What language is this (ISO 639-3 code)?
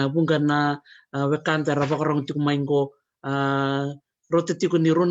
fij